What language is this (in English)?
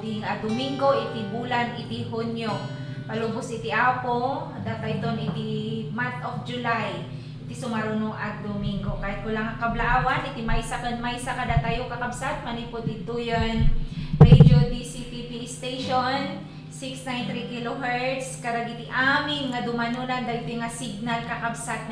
Iloko